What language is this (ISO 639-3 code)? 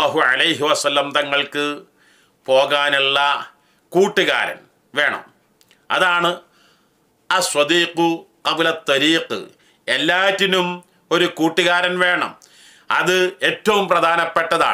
mal